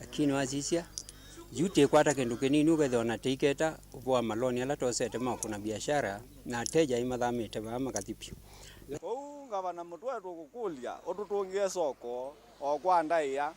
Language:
Kamba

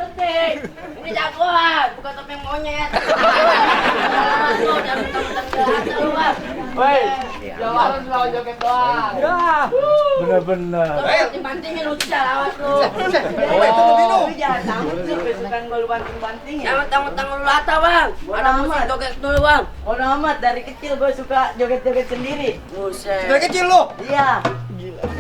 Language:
Betawi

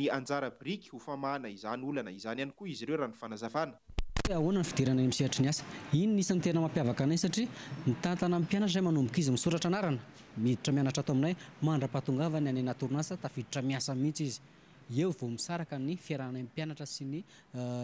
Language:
Malagasy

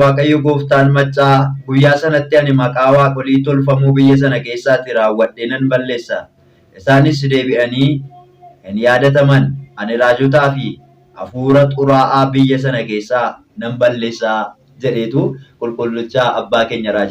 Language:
Oromo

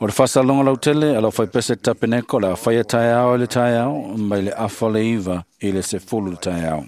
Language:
Samoan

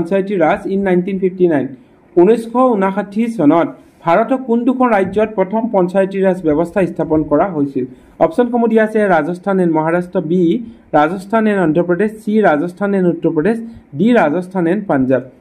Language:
Assamese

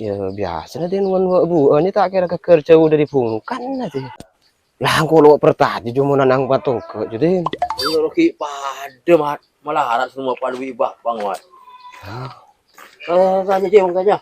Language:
Madurese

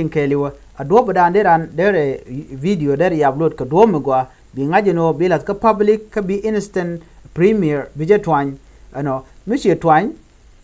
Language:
Nuer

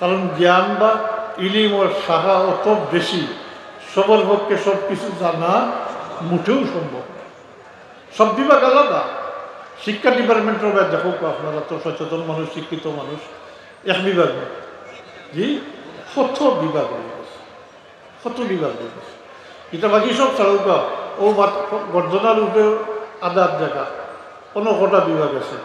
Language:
Sylheti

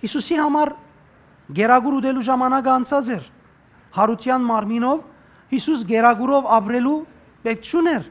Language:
Western Armenian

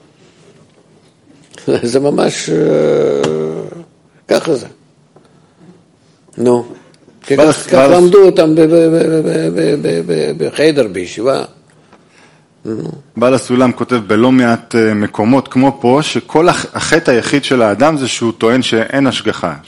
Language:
Hebrew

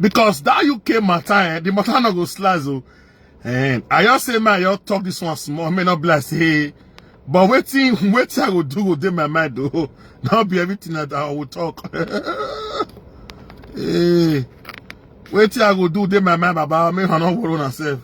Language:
Nigerian Pidgin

